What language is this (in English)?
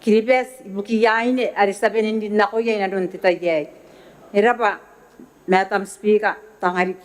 Gilbertese